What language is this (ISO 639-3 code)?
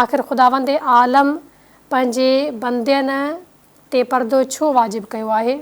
snd